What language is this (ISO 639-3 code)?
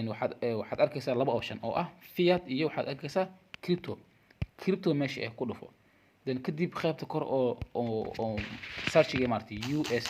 som